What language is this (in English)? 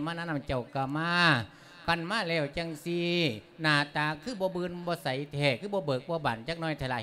Lao